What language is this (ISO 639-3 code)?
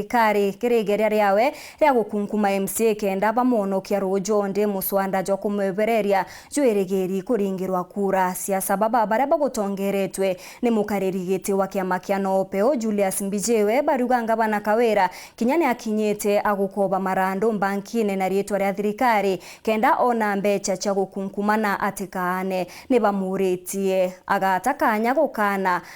mer